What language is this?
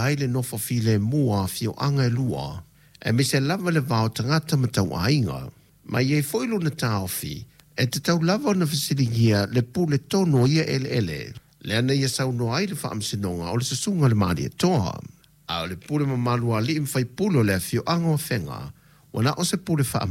Samoan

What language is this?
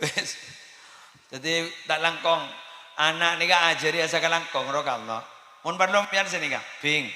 Madurese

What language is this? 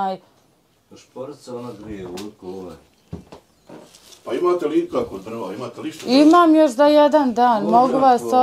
Bosnian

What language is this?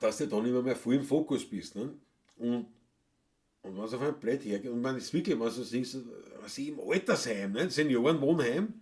Bavarian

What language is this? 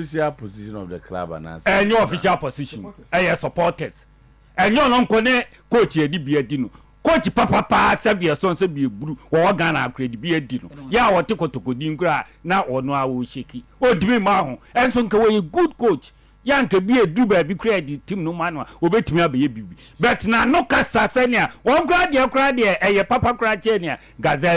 Akan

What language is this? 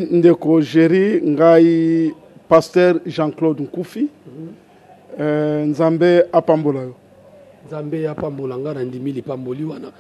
Lingala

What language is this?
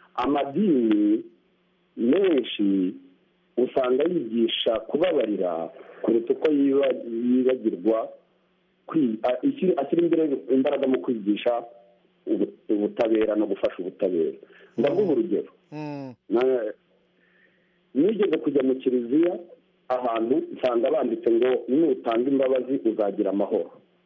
Kinyarwanda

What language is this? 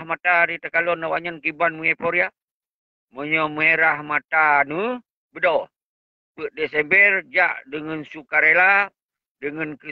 Achinese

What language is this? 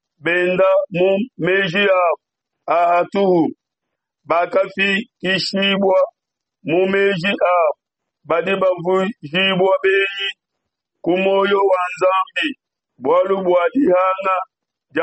Luba-Lulua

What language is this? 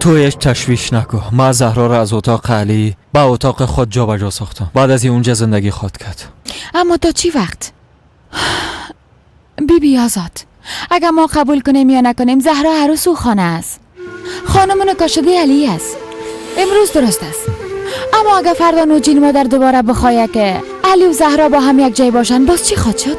Persian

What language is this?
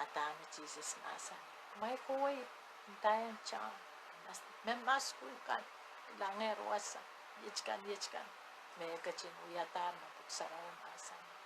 Pohnpeian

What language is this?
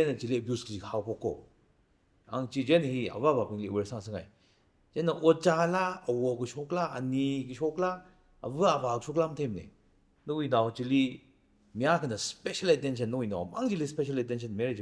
Tangkhul Naga (India)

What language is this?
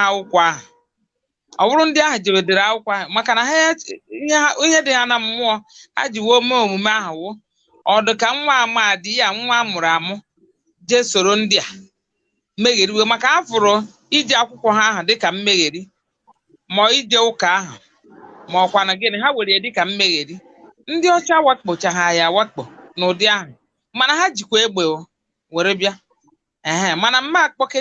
Igbo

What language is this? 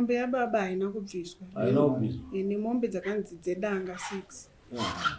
Shona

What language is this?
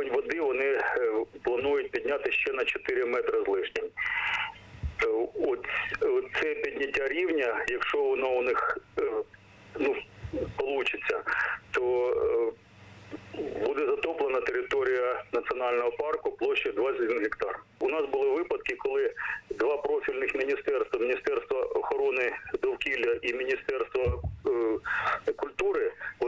Ukrainian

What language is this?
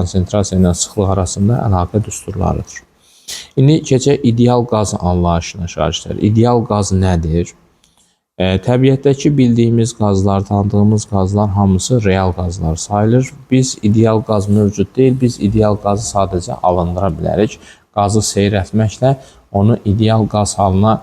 Azerbaijani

